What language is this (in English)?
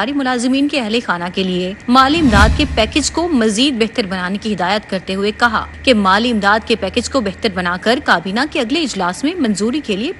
Urdu